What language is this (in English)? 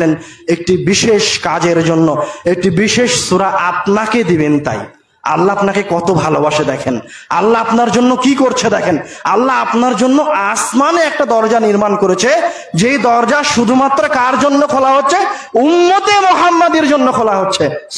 Bangla